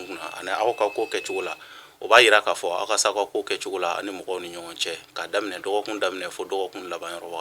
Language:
Bambara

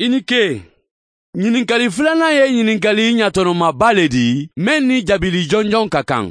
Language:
Mandingo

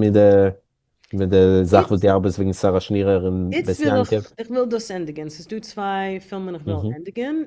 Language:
Yiddish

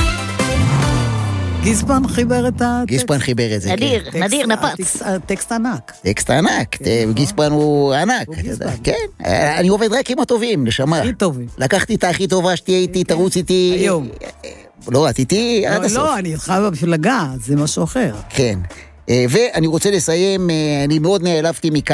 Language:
Hebrew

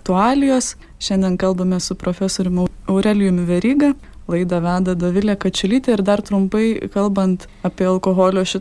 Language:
Lithuanian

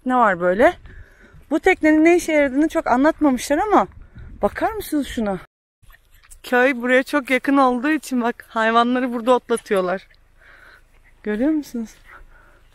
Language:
Turkish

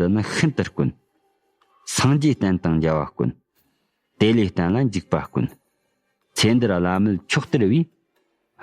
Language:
Tibetan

